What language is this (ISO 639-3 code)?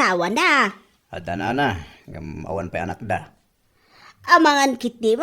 ilo